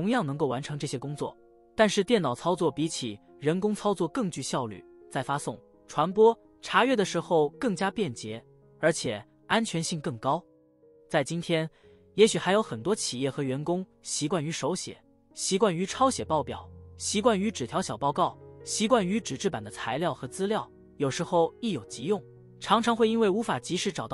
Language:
Chinese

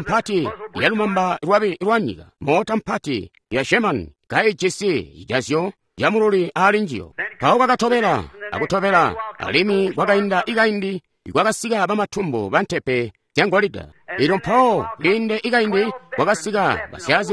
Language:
Tonga (Zambia)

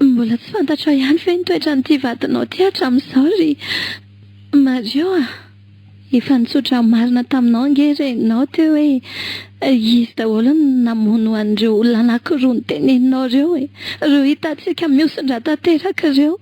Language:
Malagasy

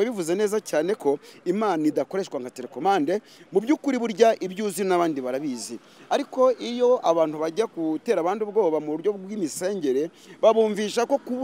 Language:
Kinyarwanda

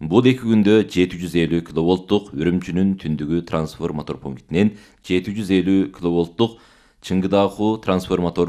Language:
Kyrgyz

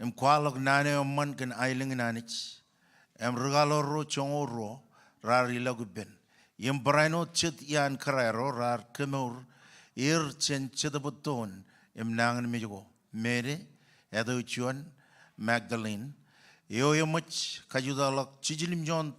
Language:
Marshallese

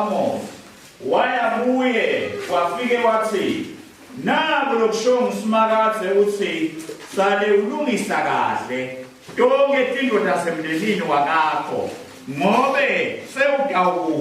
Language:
Zulu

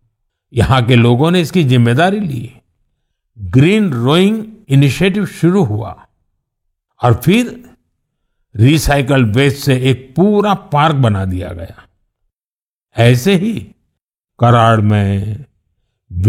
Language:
Hindi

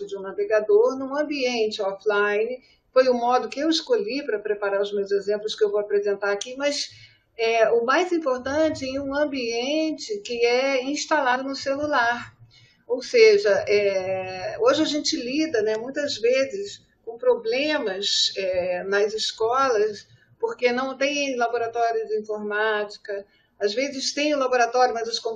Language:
Portuguese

